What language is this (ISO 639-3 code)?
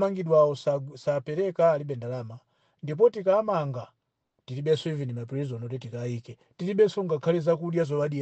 nya